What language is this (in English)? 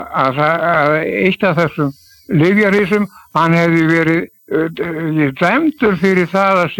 Icelandic